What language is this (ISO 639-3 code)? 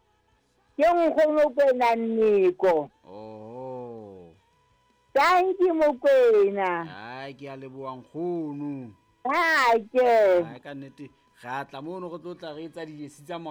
sot